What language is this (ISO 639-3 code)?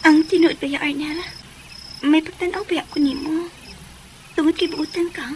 ceb